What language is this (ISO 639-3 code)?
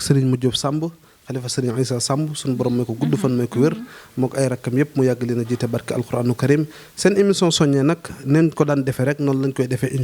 wol